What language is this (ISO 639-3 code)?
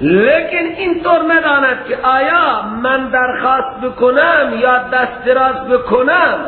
fas